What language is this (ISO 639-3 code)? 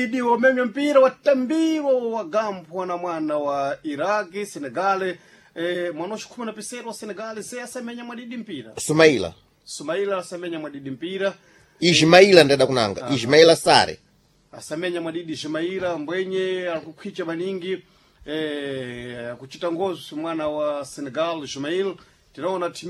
seh